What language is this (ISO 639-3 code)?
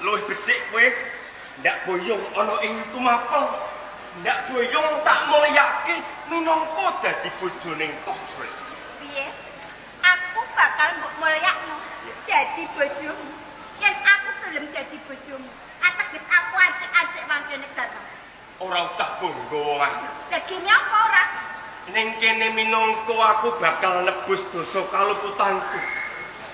jav